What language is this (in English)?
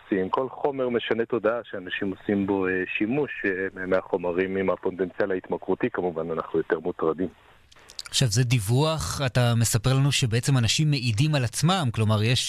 Hebrew